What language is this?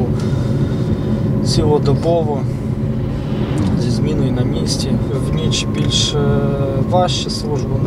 Ukrainian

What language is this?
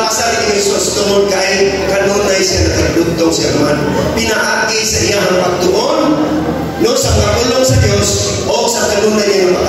Cebuano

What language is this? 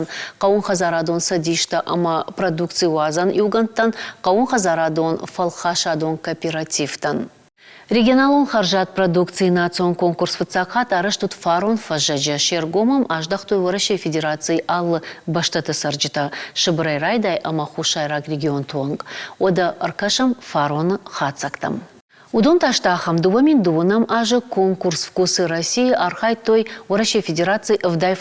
Ossetic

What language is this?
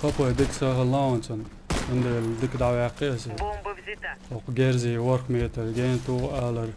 Chechen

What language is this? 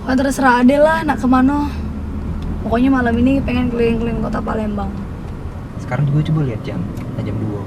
Musi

